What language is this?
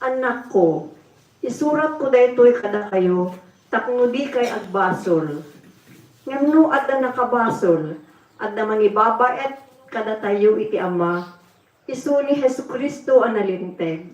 Iloko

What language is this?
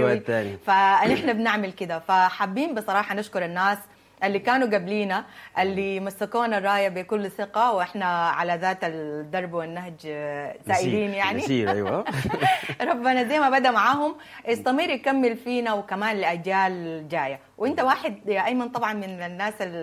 Sudanese Arabic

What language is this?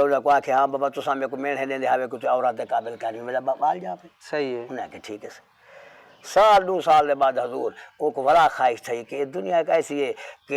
Saraiki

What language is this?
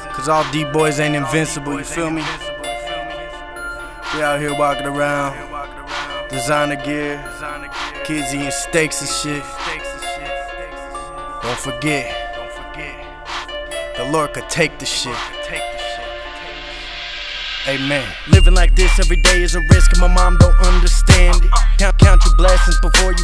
English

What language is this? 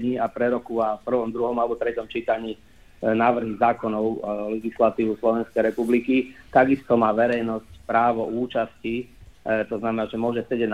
Slovak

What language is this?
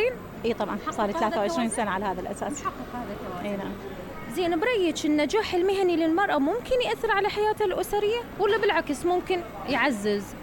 Mesopotamian Arabic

